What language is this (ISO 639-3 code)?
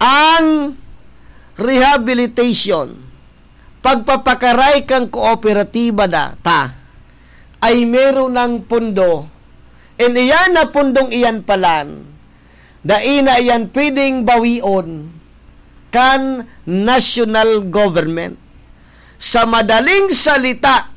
bik